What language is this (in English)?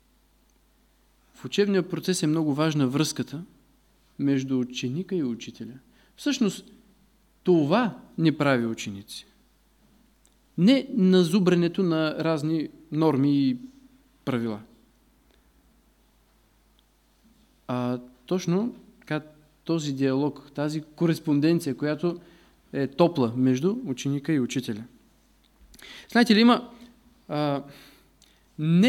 Bulgarian